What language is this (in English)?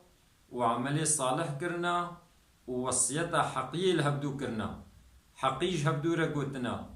Kurdish